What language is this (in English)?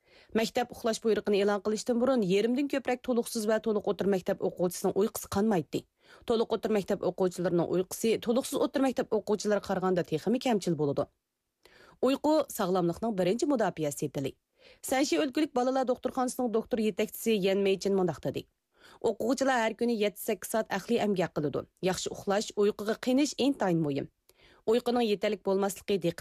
Uyghur